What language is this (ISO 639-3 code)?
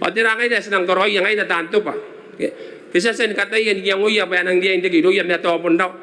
gil